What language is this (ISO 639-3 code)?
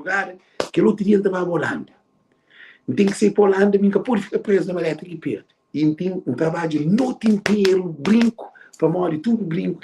kea